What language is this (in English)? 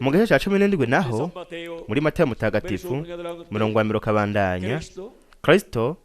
Rundi